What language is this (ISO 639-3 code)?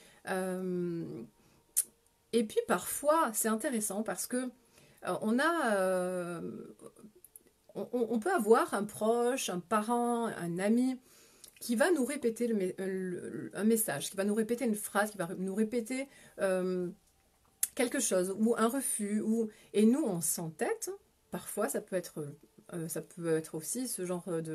fra